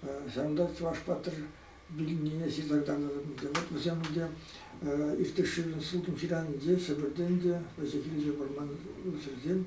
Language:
Chuvash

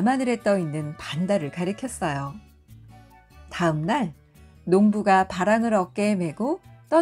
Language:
Korean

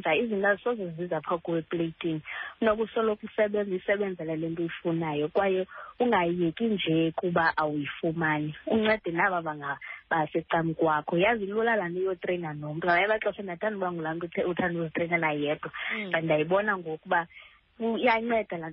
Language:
Xhosa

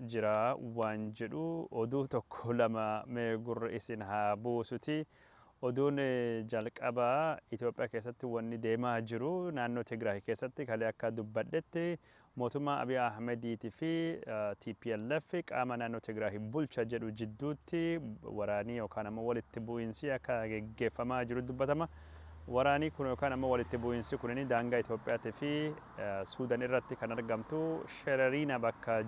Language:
Oromo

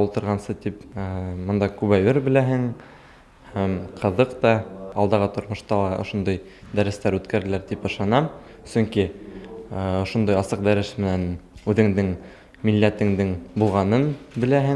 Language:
Bashkir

